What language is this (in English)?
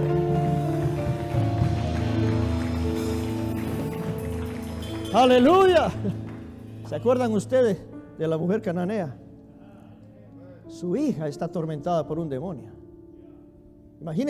Spanish